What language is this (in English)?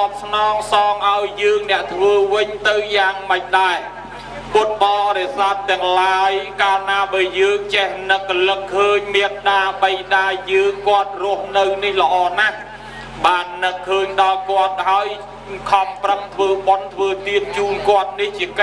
Khmer